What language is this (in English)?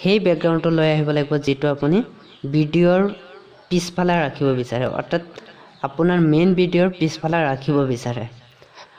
Assamese